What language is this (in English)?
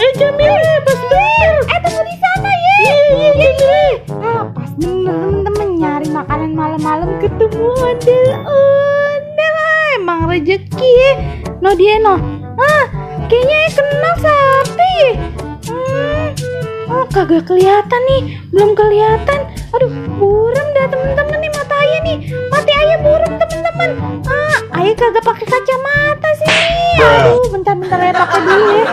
Betawi